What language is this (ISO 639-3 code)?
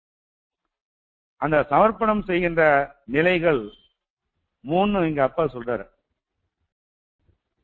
tam